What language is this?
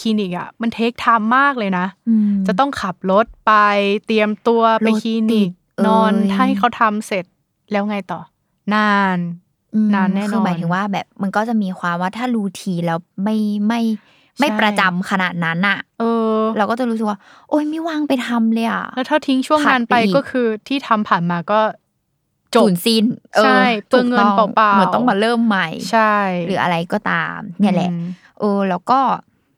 Thai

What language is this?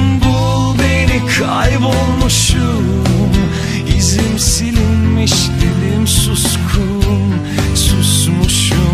Turkish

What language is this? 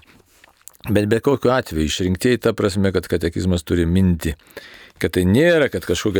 Lithuanian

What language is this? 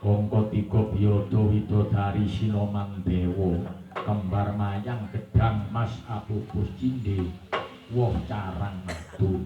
Javanese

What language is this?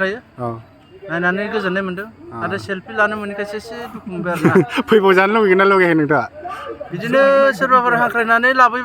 Bodo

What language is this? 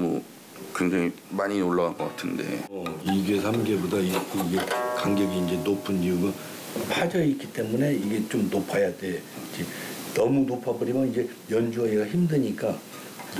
Korean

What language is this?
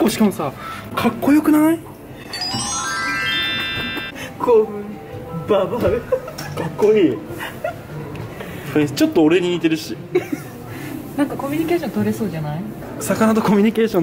Japanese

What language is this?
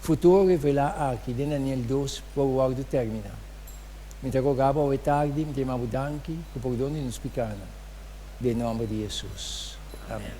Papiamento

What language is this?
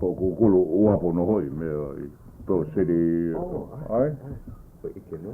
Hawaiian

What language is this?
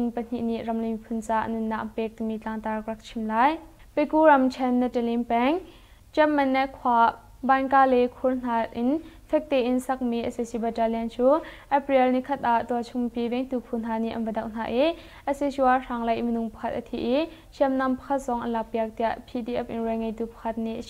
Hakha Chin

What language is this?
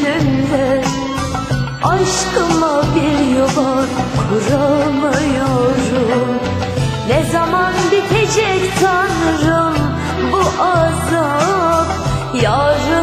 Turkish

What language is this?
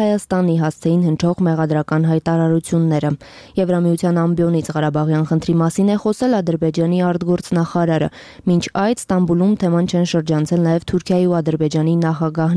Armenian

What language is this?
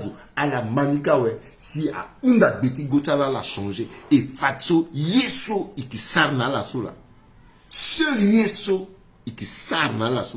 Sango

